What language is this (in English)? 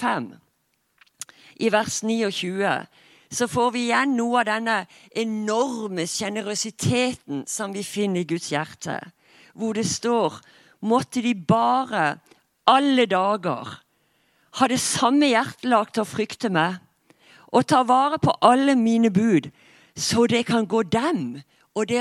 Norwegian